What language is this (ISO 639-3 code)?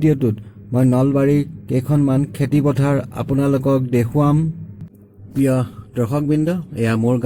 asm